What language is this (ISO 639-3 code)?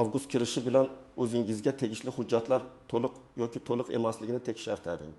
uzb